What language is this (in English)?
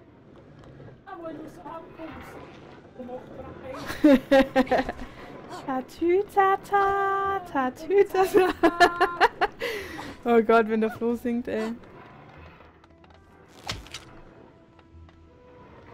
German